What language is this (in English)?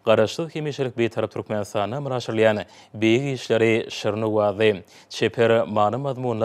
Turkmen